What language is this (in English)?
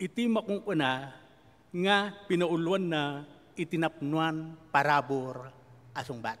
Iloko